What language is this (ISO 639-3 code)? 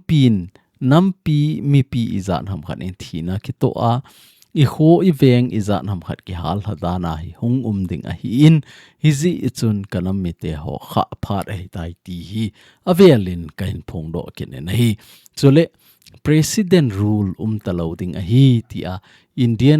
tcz